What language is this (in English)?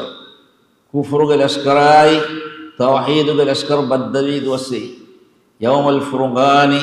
Divehi